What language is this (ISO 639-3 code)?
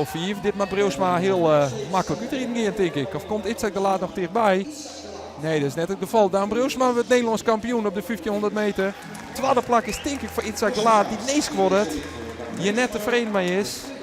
fry